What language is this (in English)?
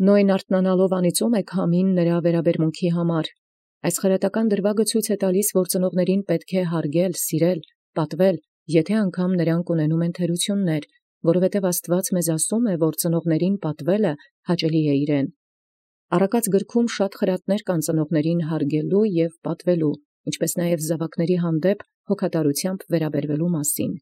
Armenian